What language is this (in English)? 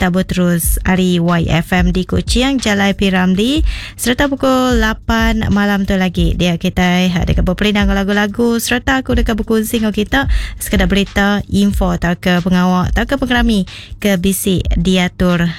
Iban